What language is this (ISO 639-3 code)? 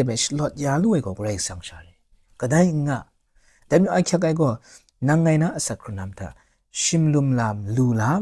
kac